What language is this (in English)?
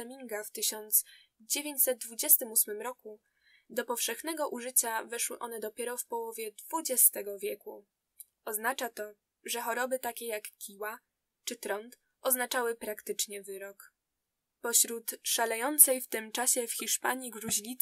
Polish